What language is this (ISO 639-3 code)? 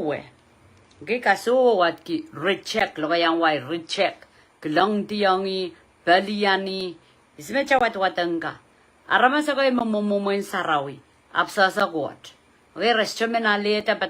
pon